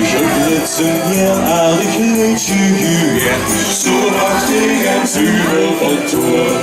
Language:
Limburgish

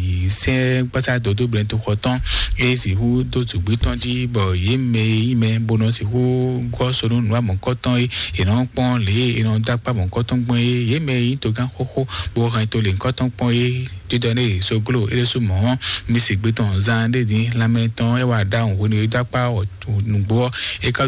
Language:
Fon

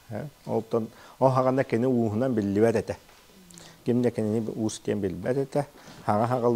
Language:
Yakut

